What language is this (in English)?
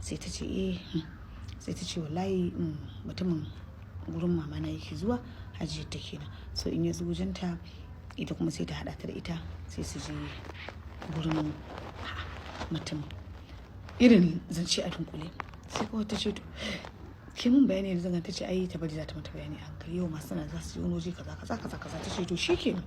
Hausa